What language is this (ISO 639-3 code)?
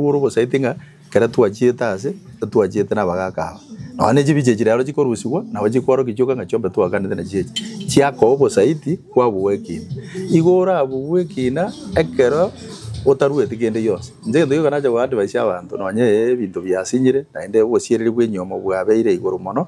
guz